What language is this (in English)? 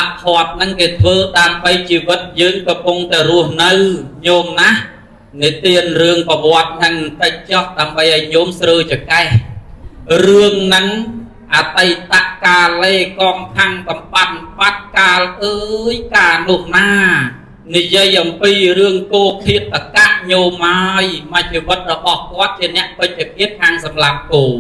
Khmer